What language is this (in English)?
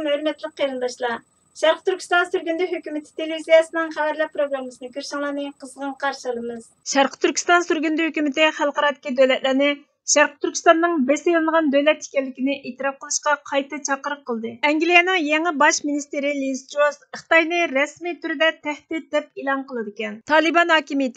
Uyghur